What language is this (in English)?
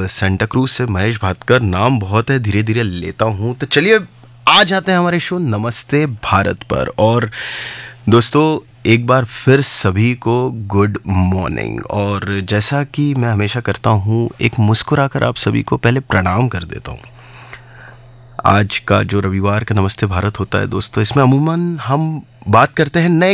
Hindi